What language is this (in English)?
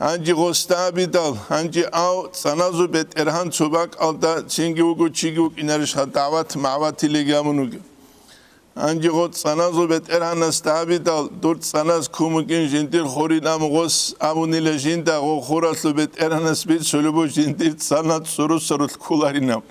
Avaric